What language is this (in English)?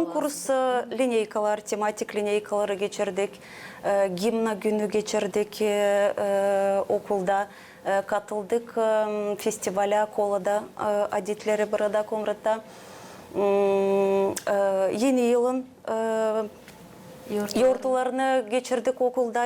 Gagauz